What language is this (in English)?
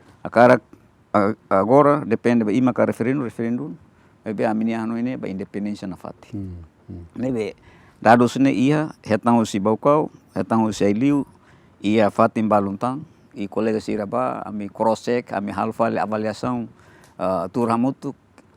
Tetum